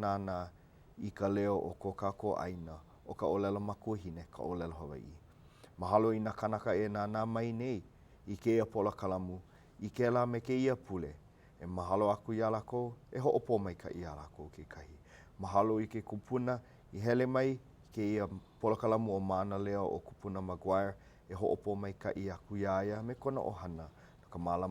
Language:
Hawaiian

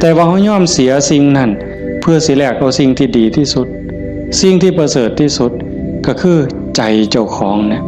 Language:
Northeastern Thai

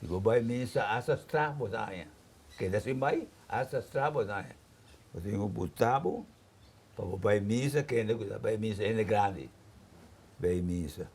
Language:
Papiamento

